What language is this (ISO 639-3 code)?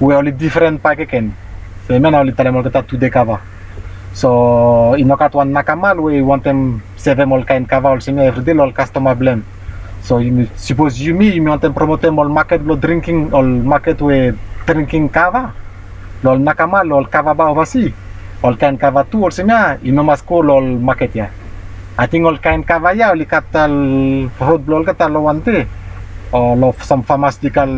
bis